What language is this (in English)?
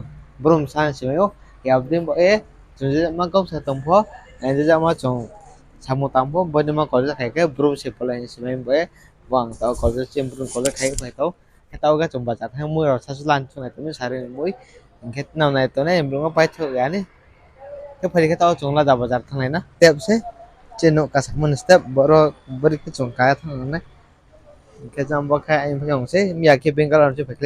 Riang (India)